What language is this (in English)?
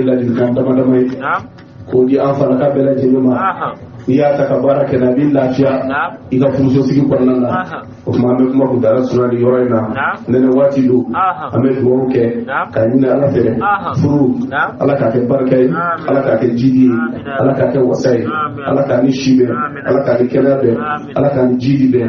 Bambara